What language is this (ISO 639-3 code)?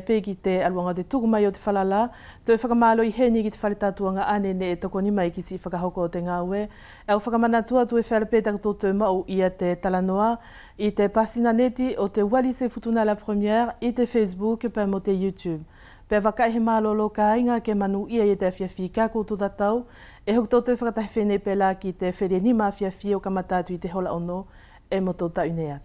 wls